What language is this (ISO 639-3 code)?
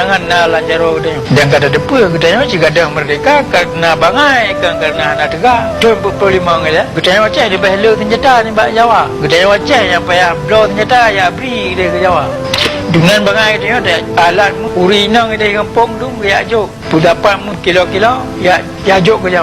ace